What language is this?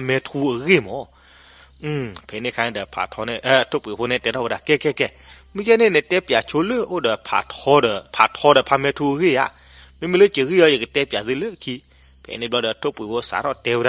S'gaw Karen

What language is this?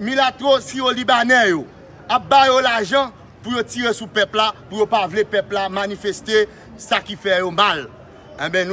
Haitian Creole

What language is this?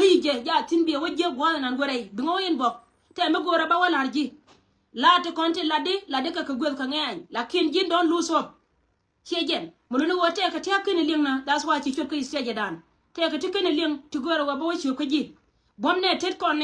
Nuer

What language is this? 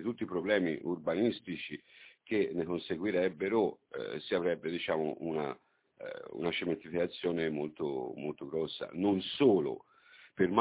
Italian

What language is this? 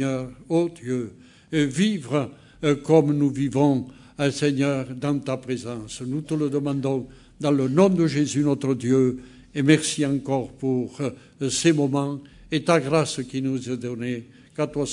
French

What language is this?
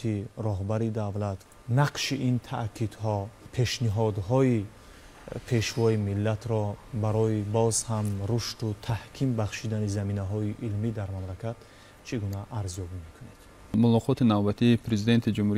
Tajik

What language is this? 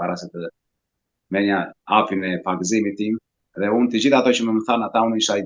Albanian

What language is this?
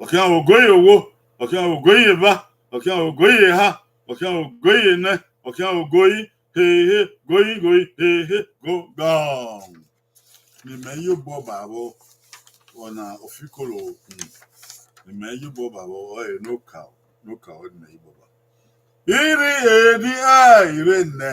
Bini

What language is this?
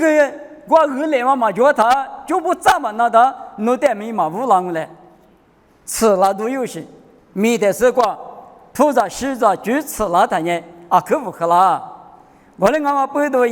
Lisu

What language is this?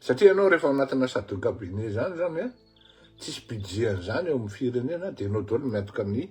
Malagasy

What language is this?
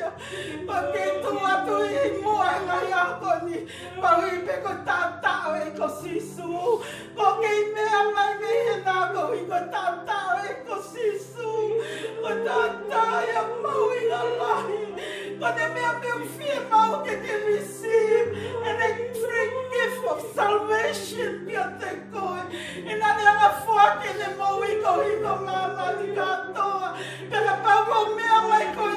Tongan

